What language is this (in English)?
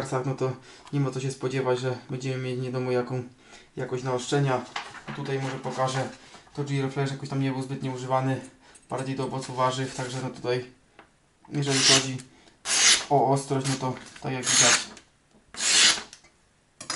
Polish